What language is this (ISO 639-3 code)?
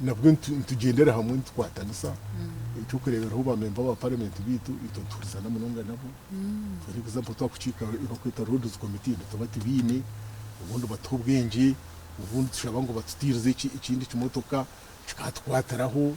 nyn